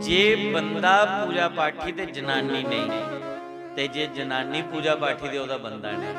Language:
Dogri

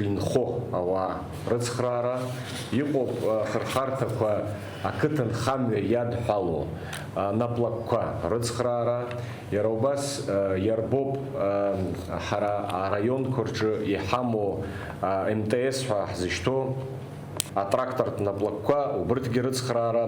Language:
Abkhazian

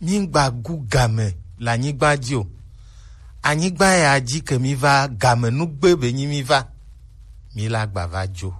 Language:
Gen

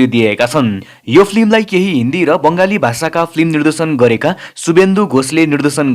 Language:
Nepali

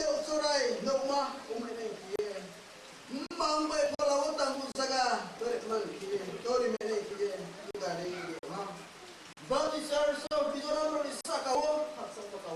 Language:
Riang (India)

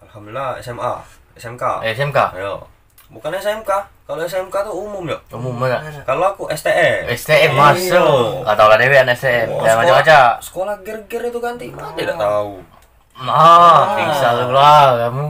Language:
Musi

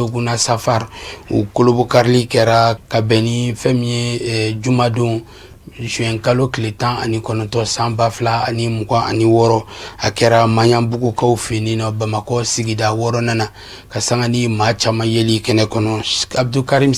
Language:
Bambara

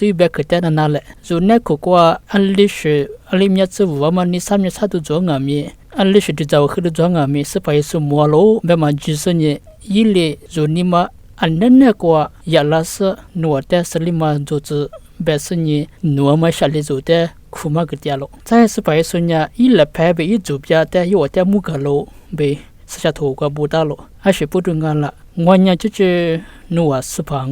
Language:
Lisu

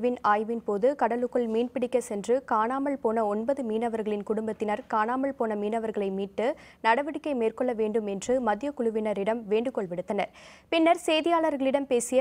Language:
Tamil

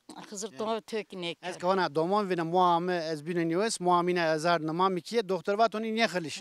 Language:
Zaza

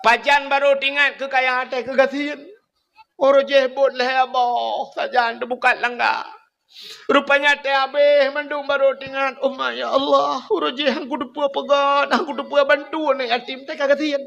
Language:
Achinese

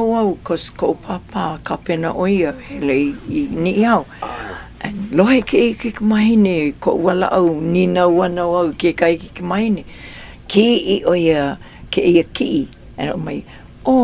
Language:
Hawaiian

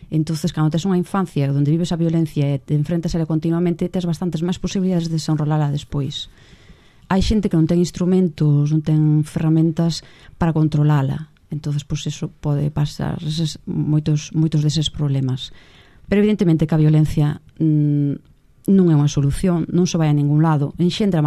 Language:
Galician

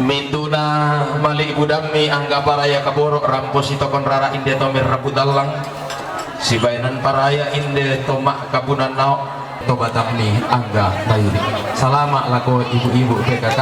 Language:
Toraja-Sa'dan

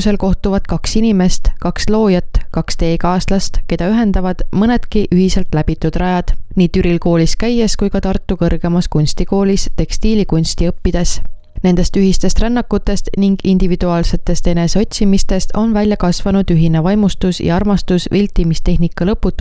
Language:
Estonian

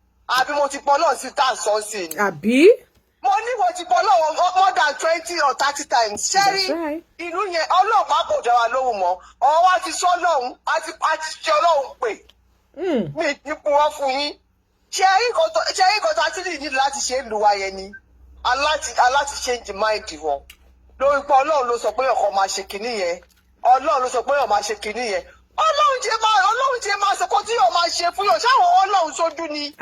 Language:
Yoruba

